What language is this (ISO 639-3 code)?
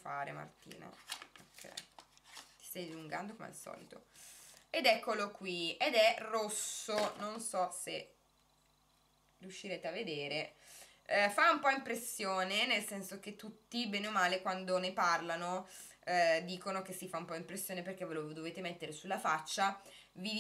ita